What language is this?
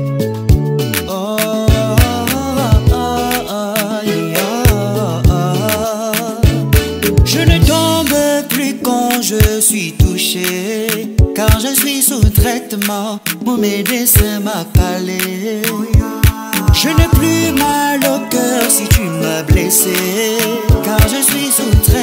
French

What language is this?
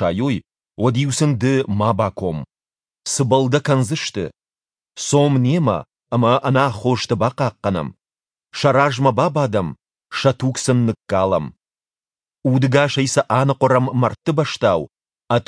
Ossetic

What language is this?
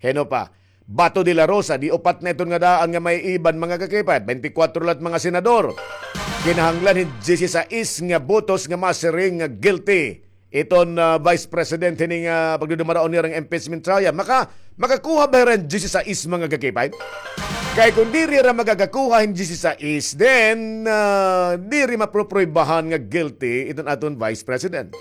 Waray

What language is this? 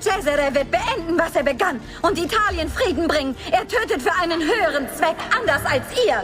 Bavarian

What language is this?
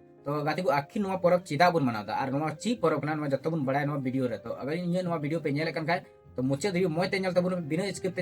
Santali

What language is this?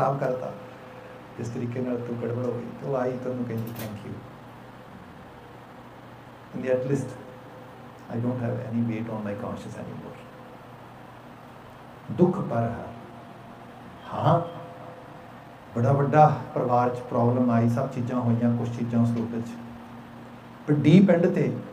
Punjabi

